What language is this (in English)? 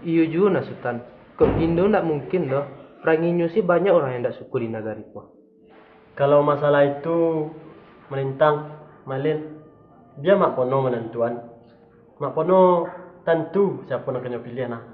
Minangkabau